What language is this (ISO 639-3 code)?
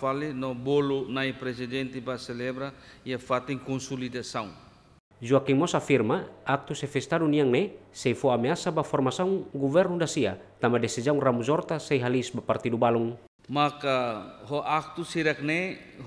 tet